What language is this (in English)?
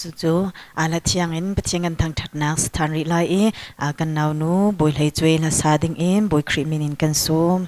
Hakha Chin